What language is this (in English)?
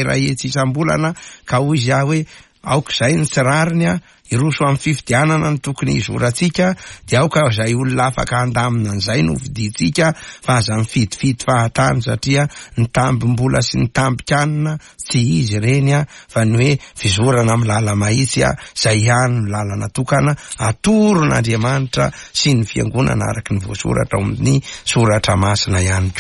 Malagasy